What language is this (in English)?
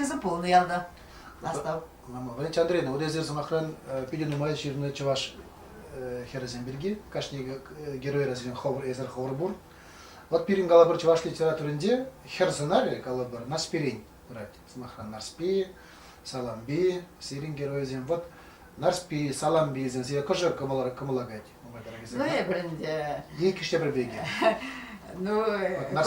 Chuvash